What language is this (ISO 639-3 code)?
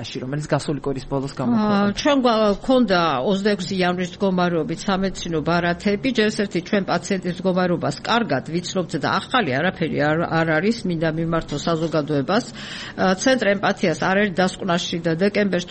kat